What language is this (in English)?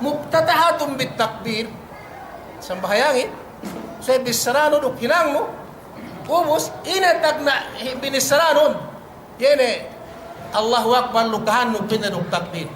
Yakan